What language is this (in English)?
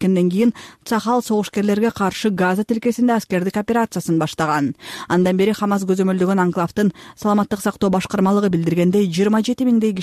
Kyrgyz